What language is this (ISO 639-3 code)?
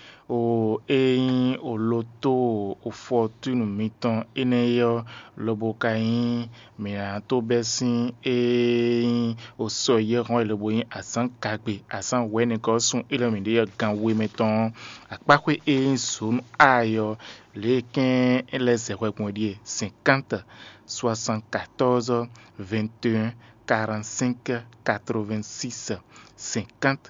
fon